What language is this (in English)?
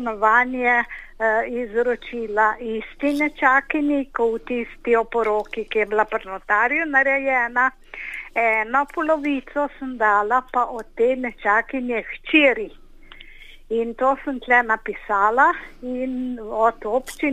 Slovenian